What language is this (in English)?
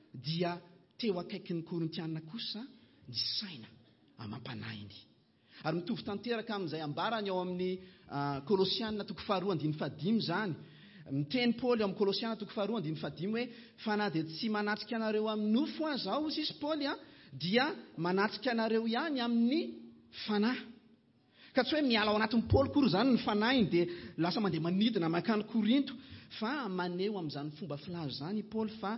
Malagasy